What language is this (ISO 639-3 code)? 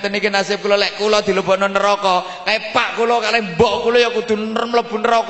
jav